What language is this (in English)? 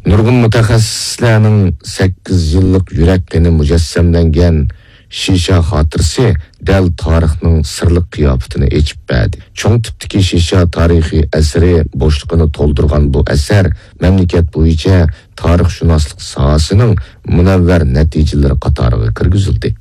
Uyghur